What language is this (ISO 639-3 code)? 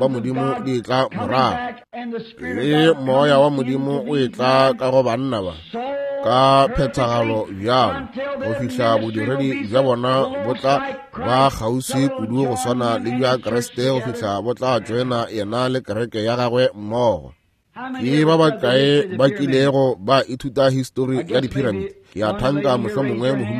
nso